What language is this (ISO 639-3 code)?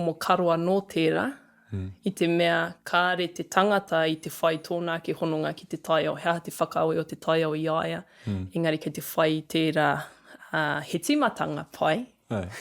mri